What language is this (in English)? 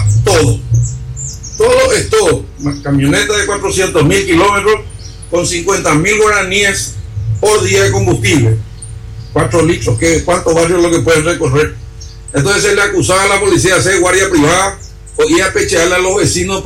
Spanish